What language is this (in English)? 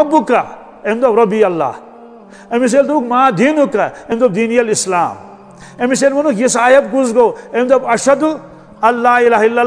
Kashmiri